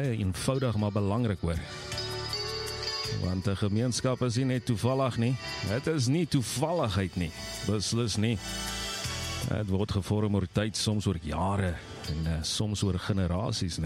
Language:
Afrikaans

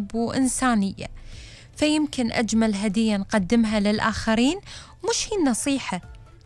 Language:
Gulf Arabic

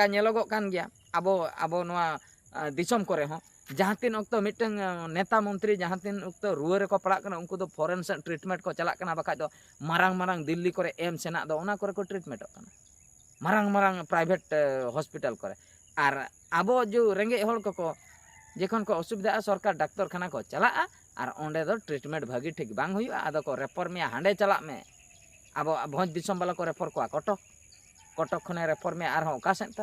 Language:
Santali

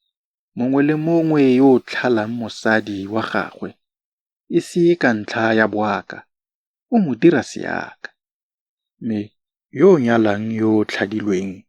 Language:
Tswana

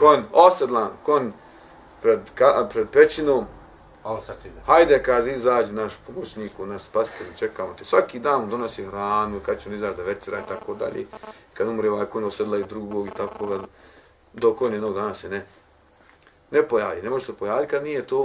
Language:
Bosnian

